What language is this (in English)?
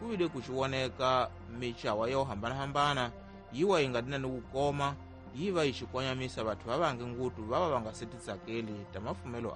Tsonga